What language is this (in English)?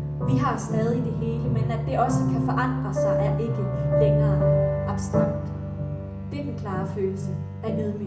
Danish